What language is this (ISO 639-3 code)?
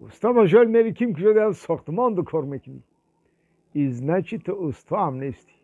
tgk